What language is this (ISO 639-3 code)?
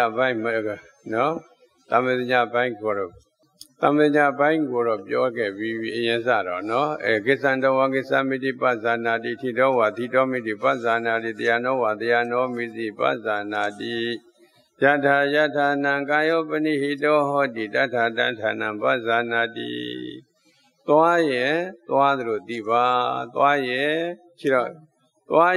mya